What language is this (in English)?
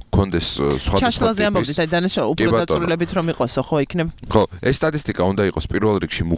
Georgian